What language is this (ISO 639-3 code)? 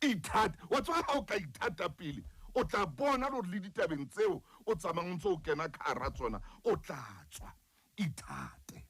sot